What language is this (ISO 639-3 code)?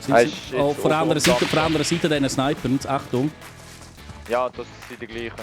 gsw